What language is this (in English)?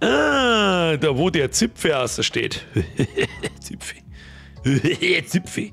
Bavarian